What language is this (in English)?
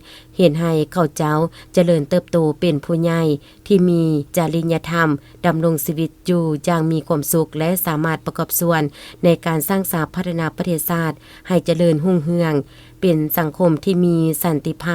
Lao